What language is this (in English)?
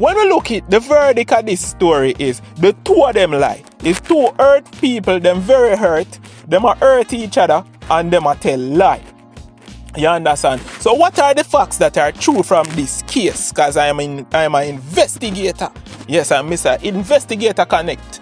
Jamaican Creole English